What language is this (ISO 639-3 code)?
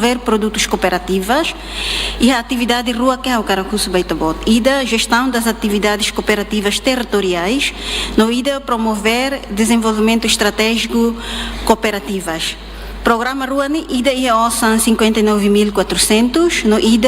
tet